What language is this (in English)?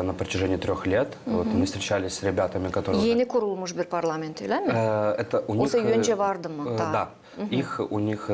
Gagauz